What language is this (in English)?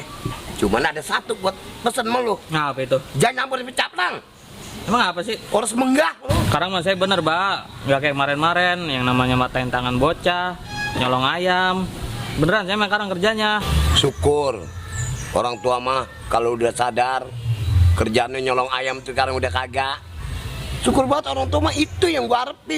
Betawi